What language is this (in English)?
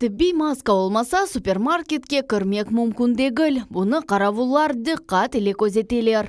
Crimean Tatar